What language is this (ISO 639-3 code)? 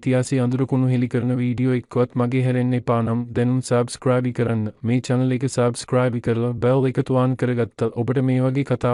sin